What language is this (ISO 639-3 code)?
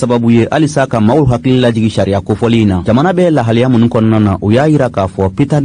bam